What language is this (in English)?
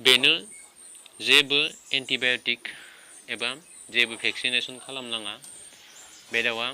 Bodo